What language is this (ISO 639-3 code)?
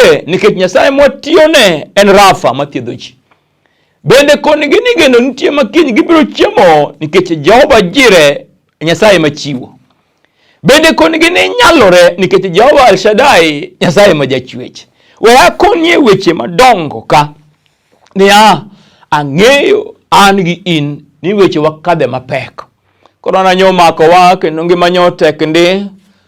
luo